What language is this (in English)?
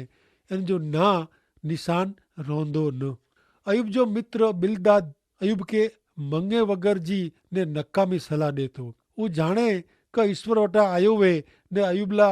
Kachhi